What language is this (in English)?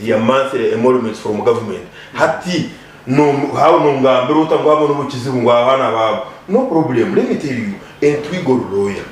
Nyankole